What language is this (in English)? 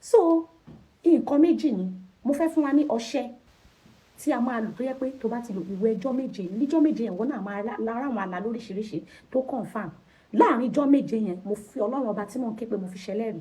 Yoruba